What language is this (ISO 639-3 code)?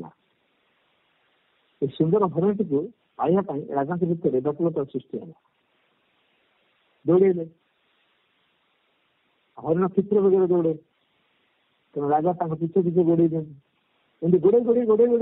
ori